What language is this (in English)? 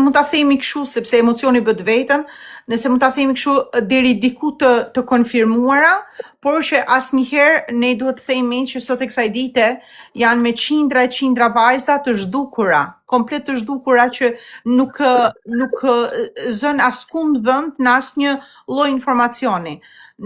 Albanian